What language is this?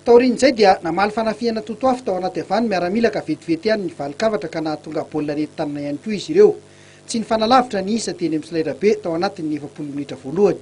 Malagasy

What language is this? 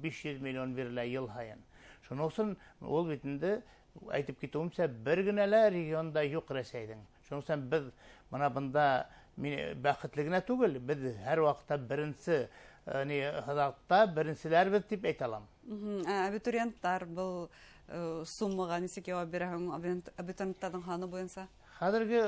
Bashkir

